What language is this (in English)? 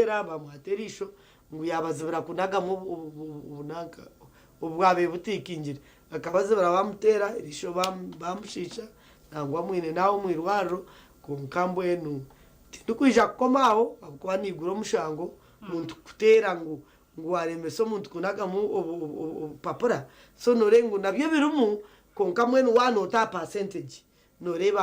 Nyankole